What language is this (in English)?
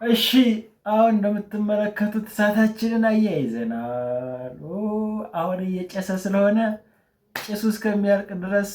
Amharic